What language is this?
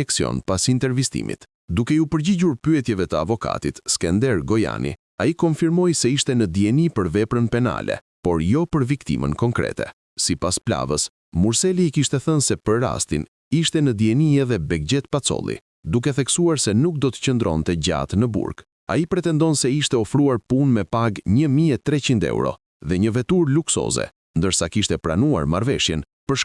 Albanian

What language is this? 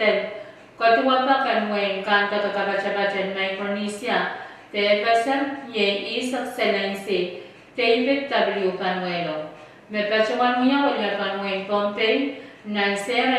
Pohnpeian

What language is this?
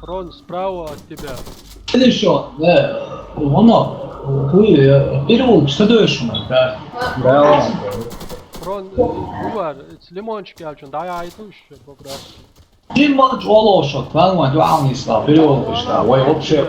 Chechen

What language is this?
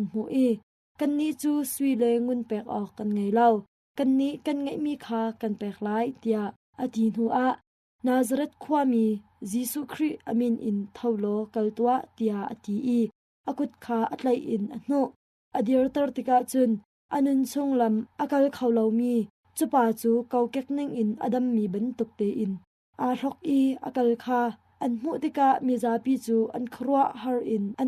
Hakha Chin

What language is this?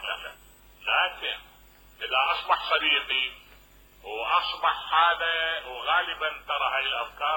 Mesopotamian Arabic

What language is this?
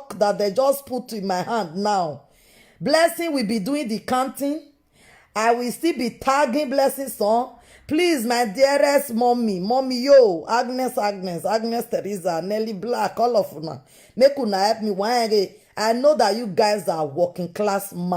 Nigerian Pidgin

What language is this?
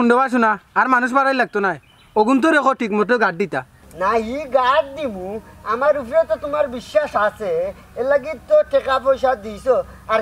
Sylheti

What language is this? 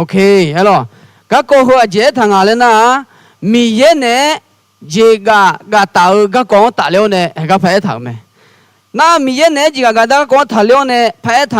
Akha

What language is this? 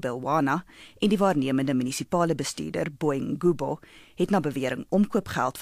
Afrikaans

